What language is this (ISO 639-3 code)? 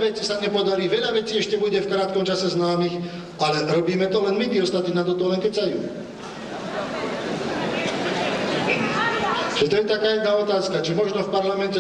slk